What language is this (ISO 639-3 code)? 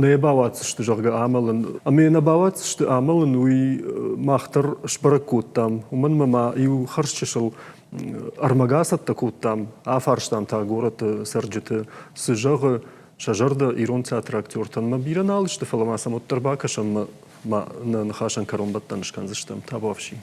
oss